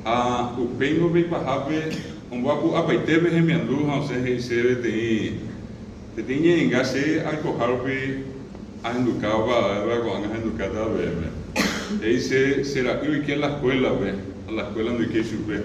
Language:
Guarani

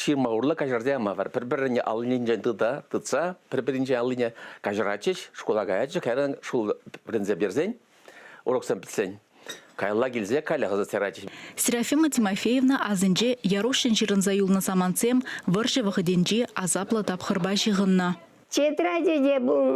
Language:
Chuvash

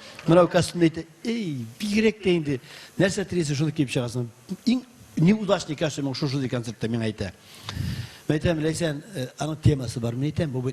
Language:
Tatar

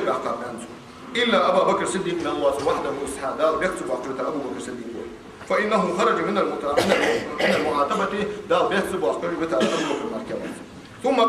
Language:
Ingush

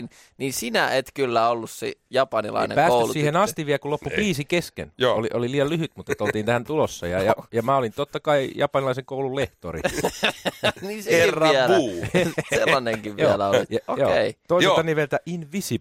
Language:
Finnish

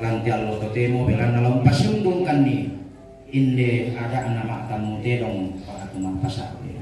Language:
Toraja-Sa'dan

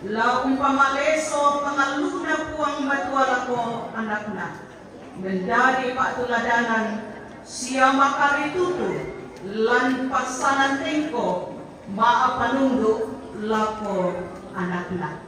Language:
Toraja-Sa'dan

